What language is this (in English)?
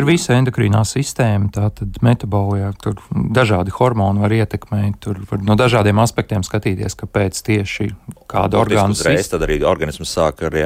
Latvian